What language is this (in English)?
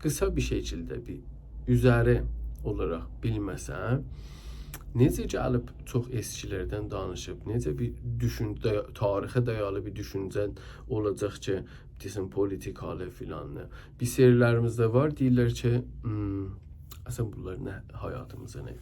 South Azerbaijani